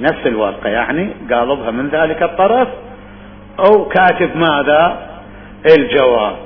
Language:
Mesopotamian Arabic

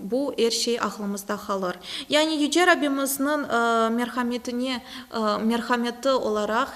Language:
Crimean Tatar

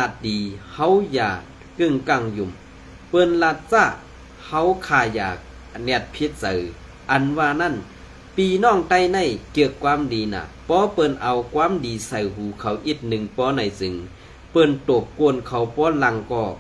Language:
Shan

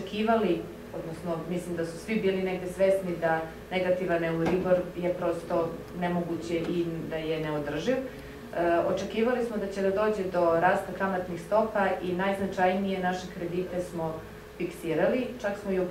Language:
Serbian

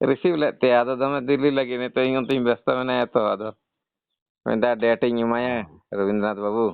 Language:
Santali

